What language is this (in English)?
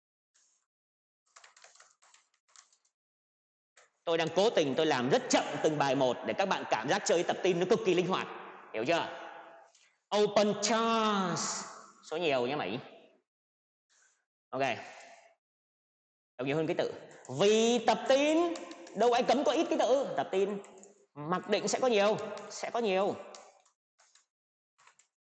Vietnamese